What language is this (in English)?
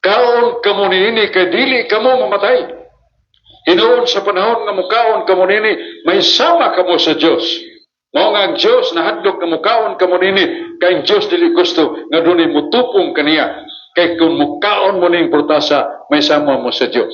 Cebuano